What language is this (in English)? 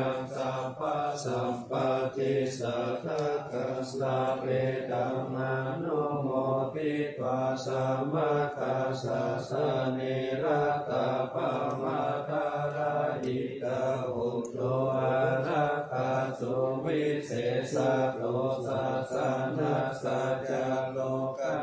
Pali